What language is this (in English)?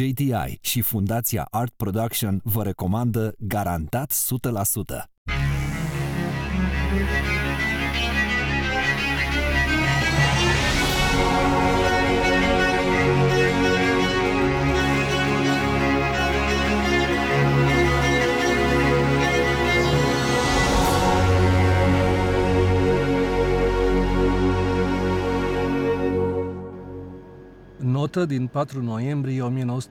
Romanian